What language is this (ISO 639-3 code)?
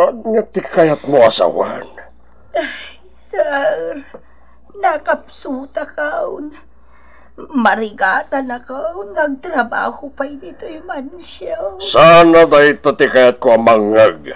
ilo